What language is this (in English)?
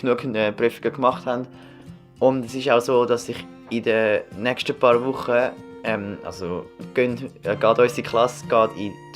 Swiss German